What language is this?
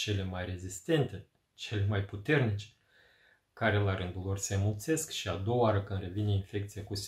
Romanian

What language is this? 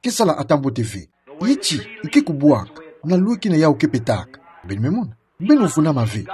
Kituba (Democratic Republic of Congo)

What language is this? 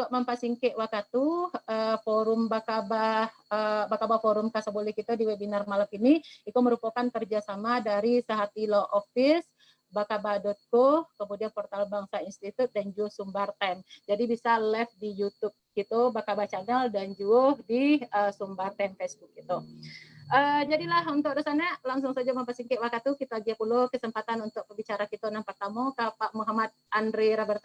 Minangkabau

